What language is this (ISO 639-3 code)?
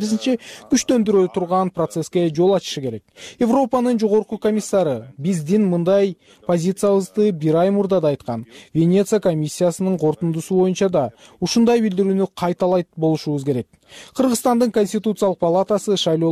kir